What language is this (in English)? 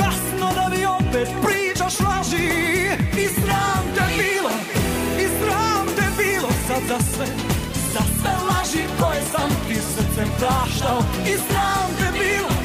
Serbian